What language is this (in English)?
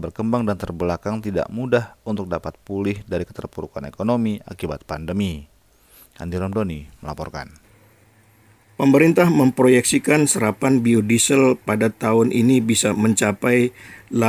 Indonesian